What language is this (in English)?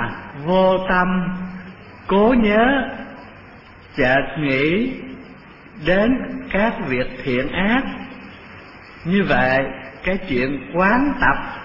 Vietnamese